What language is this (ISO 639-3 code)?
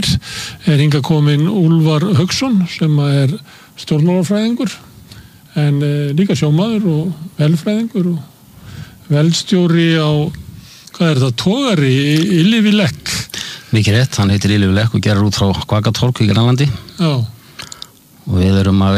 isl